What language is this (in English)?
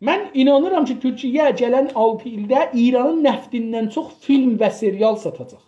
South Azerbaijani